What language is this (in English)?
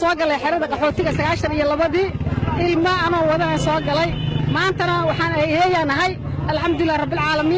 Somali